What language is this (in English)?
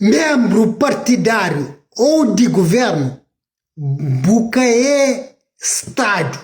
Kabuverdianu